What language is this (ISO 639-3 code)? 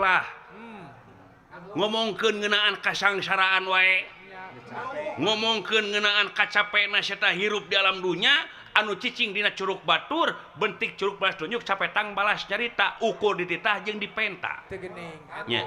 sun